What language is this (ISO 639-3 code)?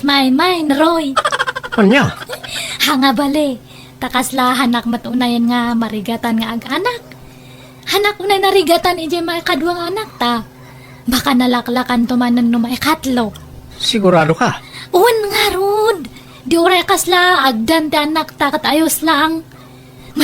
ilo